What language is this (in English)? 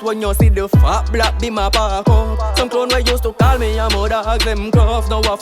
Jamaican Creole English